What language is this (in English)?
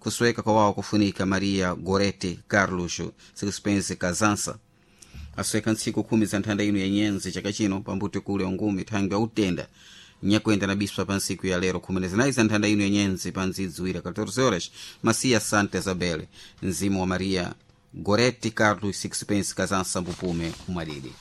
Sena